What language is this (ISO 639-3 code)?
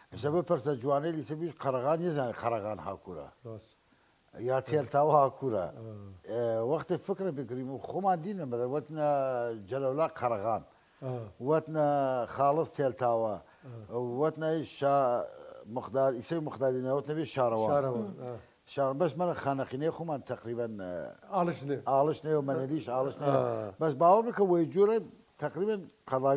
sdh